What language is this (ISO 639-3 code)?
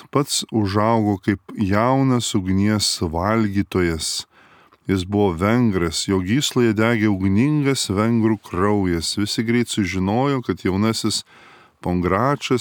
lit